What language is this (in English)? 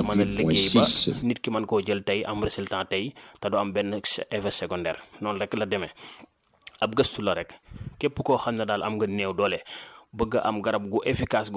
Wolof